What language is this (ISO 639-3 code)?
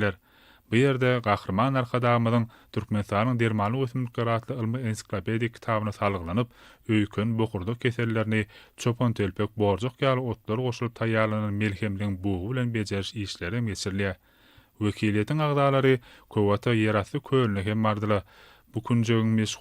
tuk